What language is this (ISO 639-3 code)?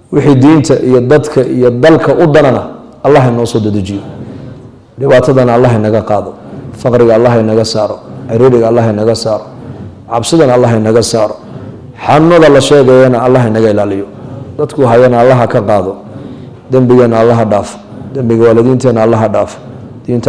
som